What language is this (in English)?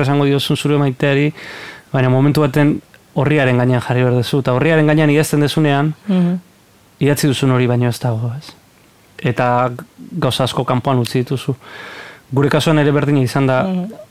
Basque